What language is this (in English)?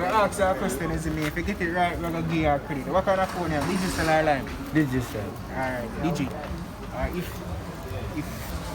Jamaican Creole English